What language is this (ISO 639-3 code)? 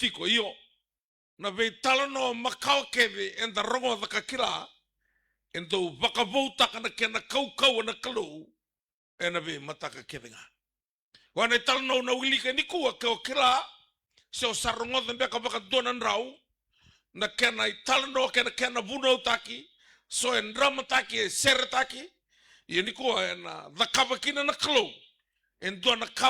fij